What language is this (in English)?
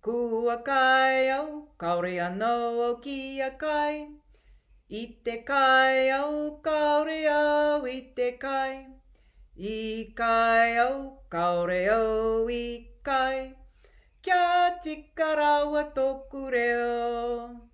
Māori